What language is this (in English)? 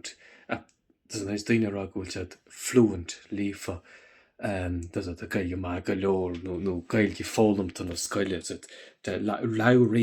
Irish